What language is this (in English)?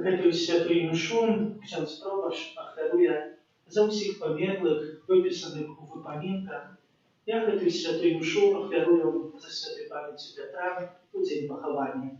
Belarusian